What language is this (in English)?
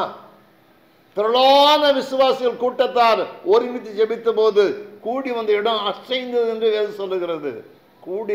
Tamil